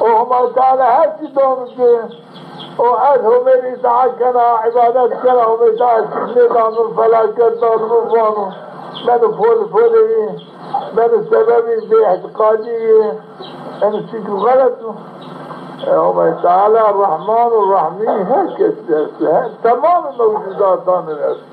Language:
Zaza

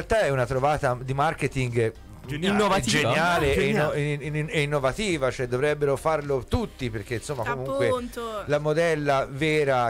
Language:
Italian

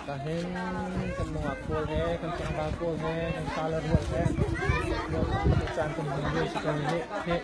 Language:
Hakha Chin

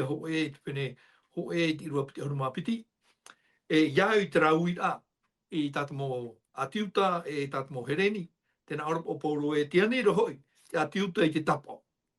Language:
Tahitian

